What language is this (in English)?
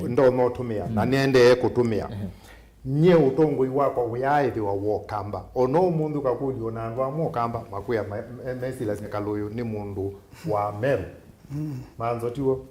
Kamba